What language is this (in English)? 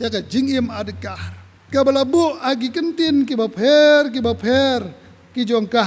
Khasi